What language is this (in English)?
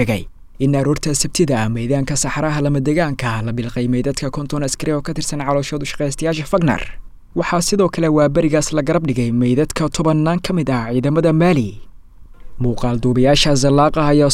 Somali